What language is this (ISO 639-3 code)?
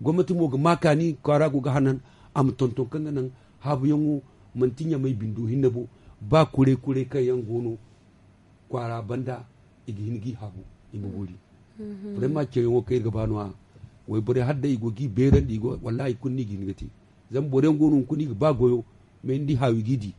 dje